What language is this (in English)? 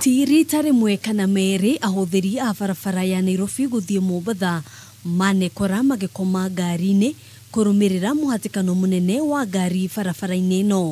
Kikuyu